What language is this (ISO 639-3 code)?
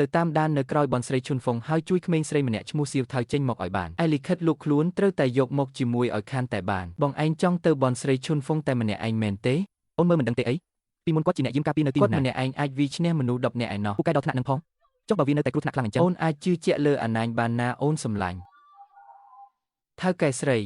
khm